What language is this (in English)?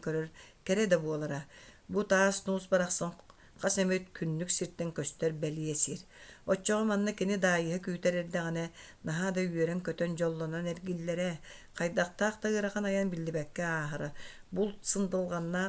Yakut